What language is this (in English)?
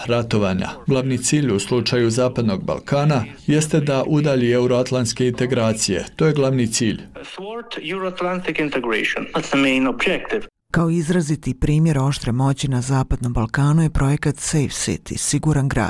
Bosnian